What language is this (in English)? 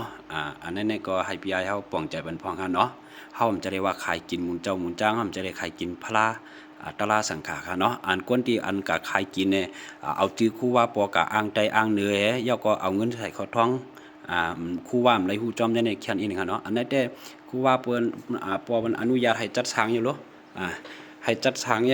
Shan